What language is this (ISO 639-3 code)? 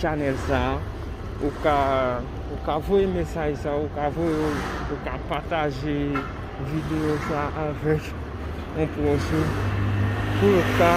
hat